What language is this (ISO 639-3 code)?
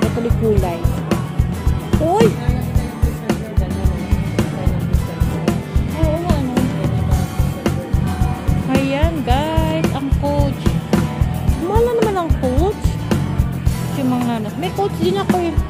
fil